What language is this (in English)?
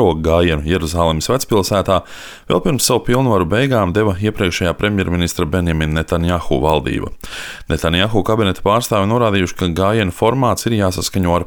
Latvian